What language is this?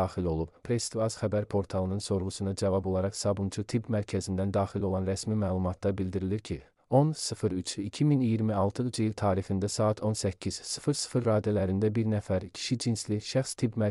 Azerbaijani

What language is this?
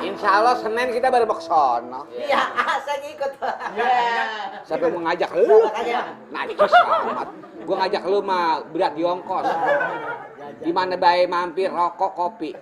Betawi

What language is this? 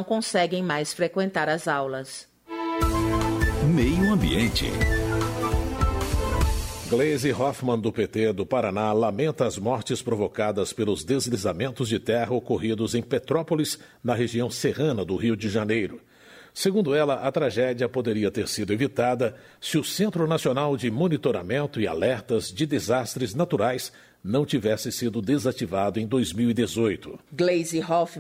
Portuguese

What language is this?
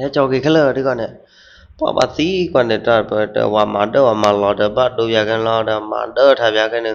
S'gaw Karen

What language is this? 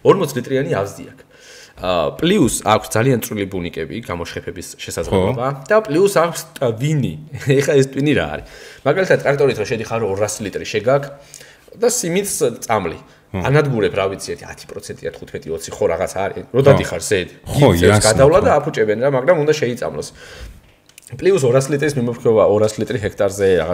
Georgian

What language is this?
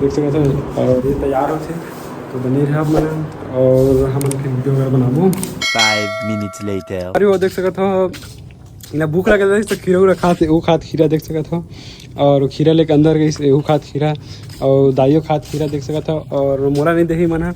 Chhattisgarhi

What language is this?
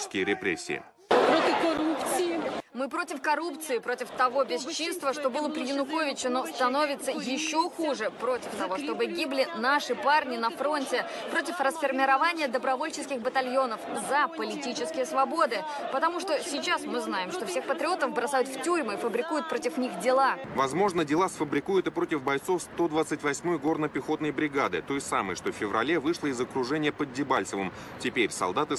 Russian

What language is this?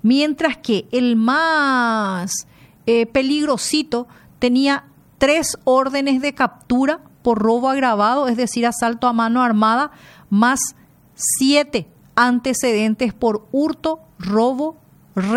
Spanish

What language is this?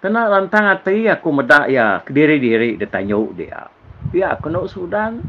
Iban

